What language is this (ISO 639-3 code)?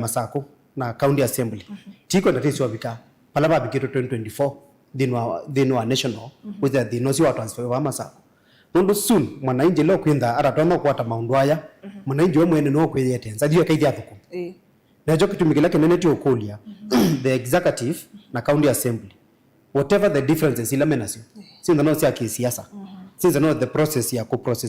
kam